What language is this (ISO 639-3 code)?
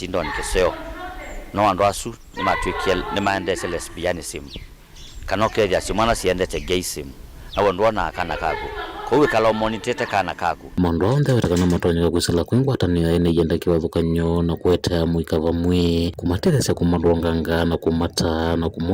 kam